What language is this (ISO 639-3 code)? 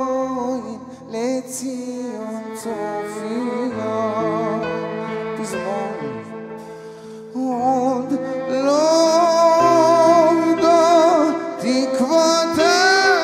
heb